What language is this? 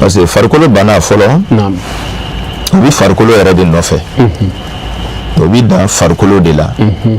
Bambara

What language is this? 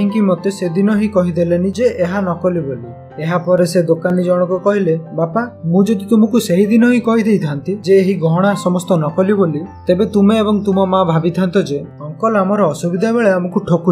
Odia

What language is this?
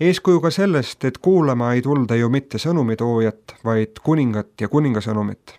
Estonian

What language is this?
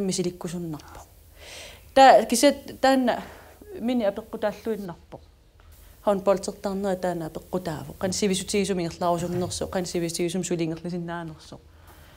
Kalaallisut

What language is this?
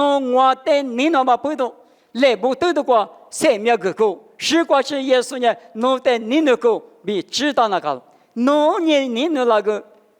Lisu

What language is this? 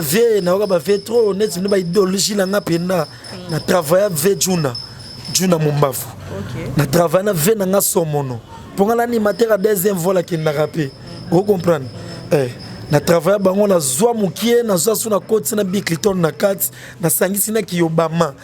Lingala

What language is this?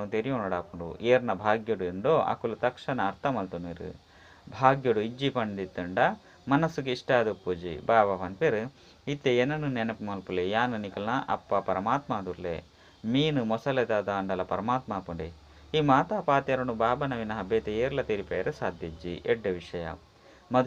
Tulu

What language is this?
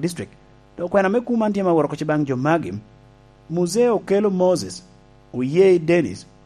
Lango (Uganda)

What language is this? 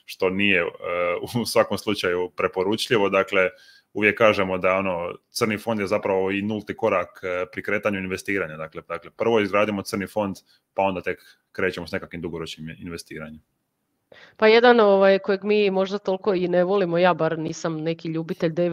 Croatian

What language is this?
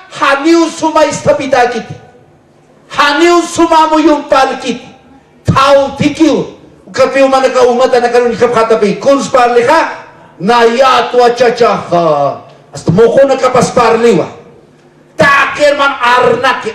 Aymara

